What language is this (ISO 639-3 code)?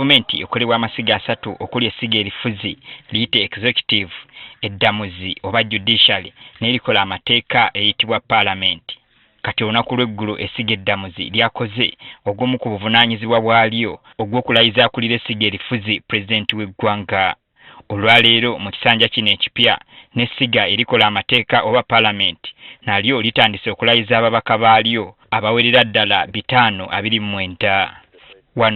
lug